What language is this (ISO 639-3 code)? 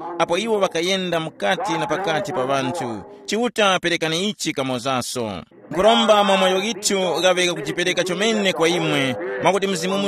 tum